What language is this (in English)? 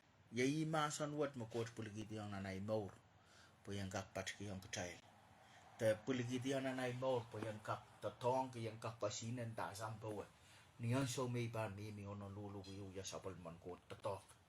Pohnpeian